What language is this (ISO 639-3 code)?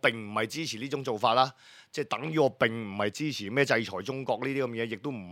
yue